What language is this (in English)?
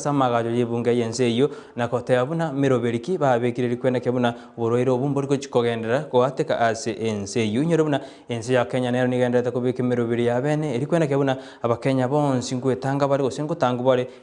Gusii